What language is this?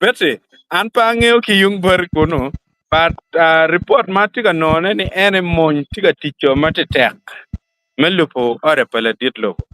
Acoli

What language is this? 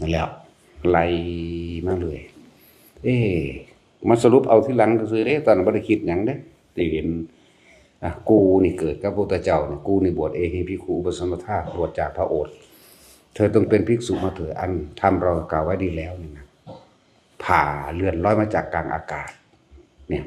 Northeastern Thai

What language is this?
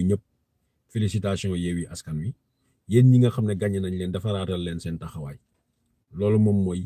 Wolof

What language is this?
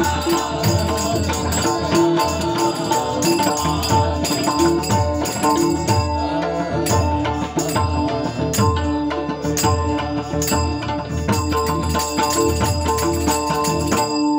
Marathi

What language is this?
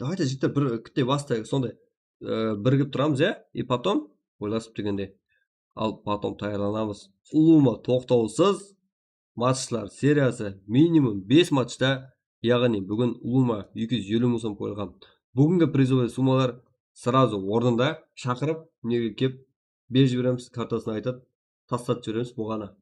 Kara-Kalpak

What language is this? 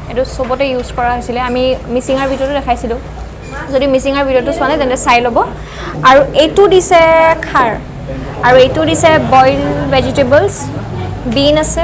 Assamese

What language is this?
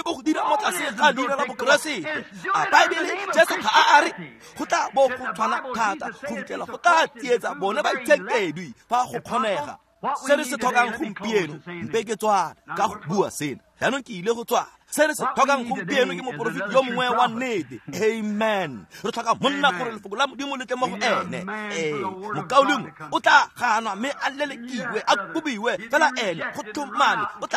Tswana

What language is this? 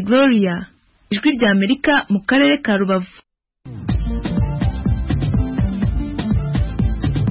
Kinyarwanda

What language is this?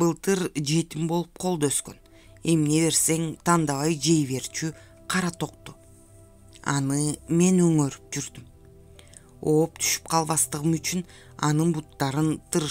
Kyrgyz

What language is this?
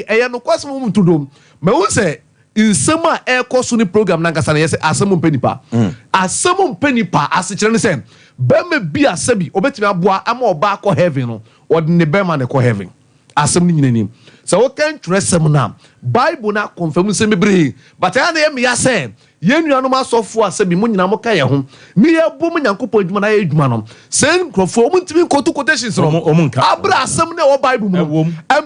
Akan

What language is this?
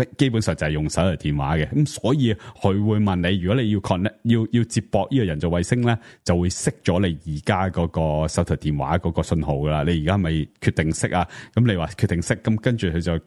Cantonese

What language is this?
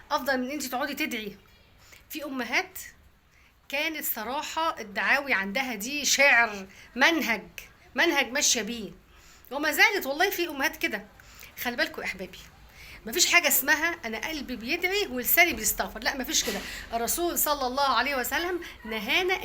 Egyptian Arabic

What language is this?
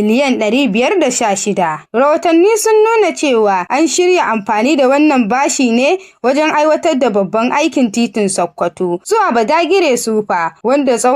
Hausa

